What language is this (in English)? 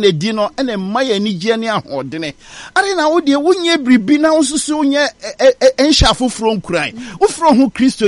Akan